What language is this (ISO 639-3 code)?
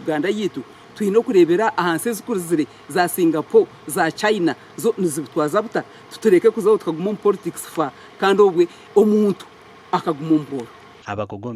nyn